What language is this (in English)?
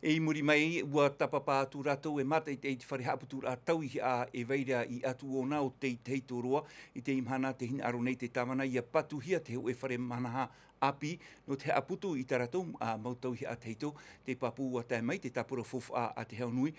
Tahitian